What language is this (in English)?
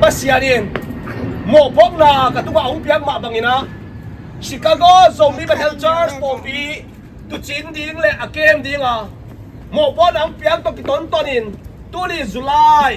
Tedim Chin